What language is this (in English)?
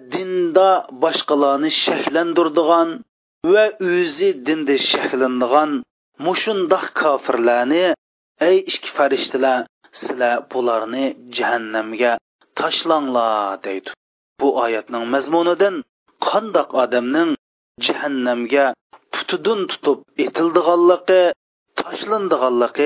Uyghur